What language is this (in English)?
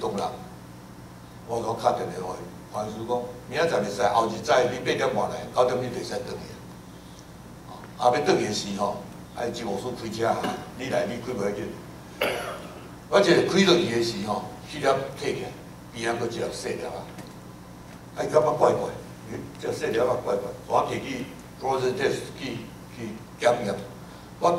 Min Nan Chinese